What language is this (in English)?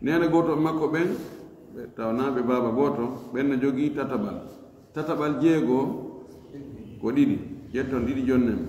Fula